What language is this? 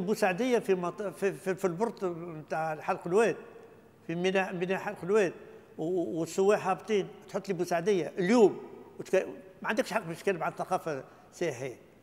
Tunisian Arabic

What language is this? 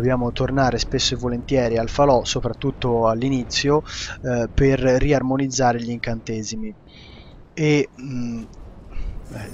Italian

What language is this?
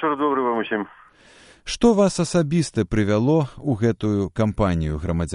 Belarusian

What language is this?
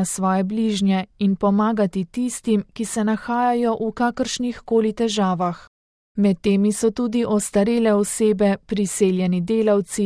Slovenian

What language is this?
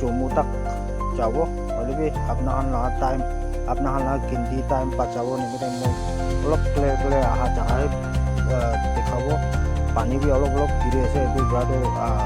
Naga Pidgin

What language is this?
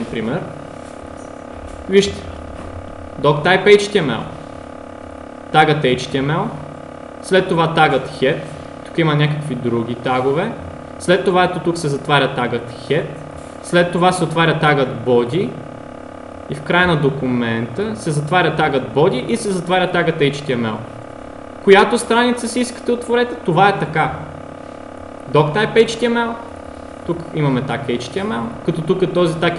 Bulgarian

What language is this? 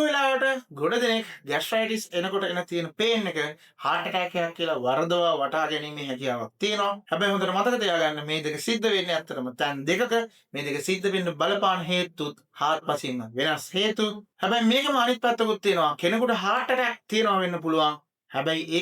Sinhala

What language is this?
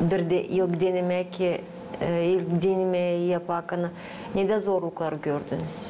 Gagauz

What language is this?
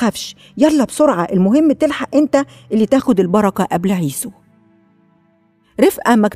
Egyptian Arabic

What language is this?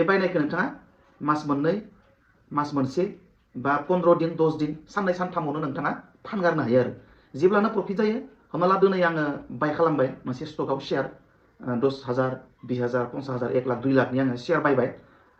Bodo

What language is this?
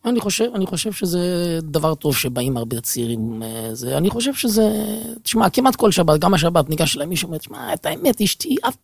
Hebrew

